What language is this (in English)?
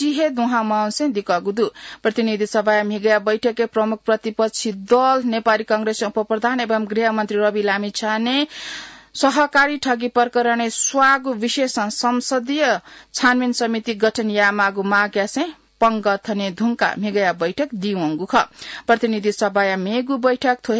Newari